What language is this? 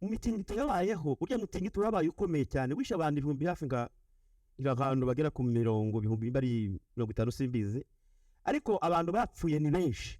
Kinyarwanda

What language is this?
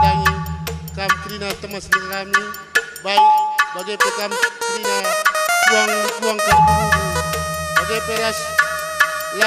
Batak Karo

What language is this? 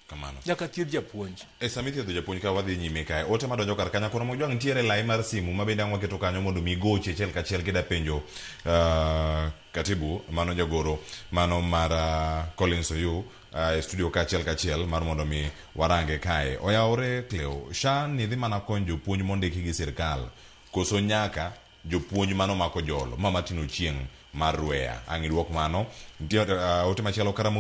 Luo (Kenya and Tanzania)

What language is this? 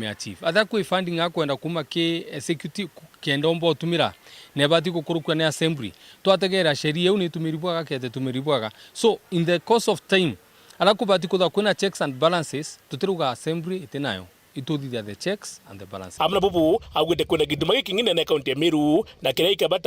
Meru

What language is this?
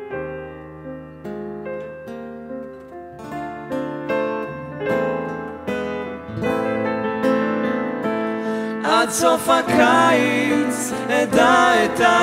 Hebrew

